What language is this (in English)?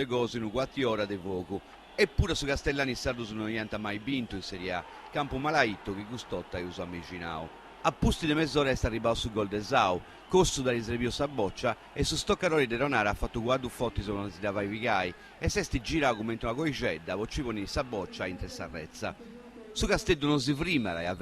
Sardinian